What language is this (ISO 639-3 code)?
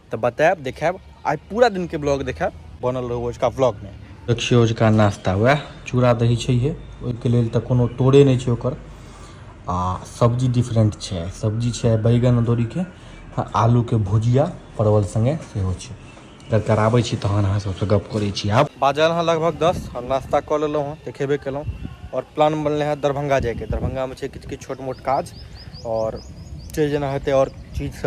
mai